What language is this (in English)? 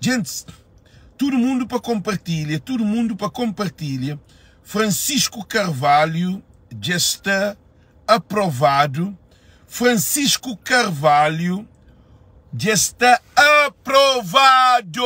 Kabuverdianu